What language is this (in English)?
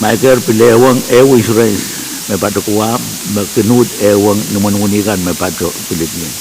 Pohnpeian